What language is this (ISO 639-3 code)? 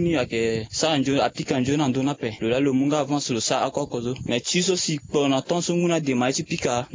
sag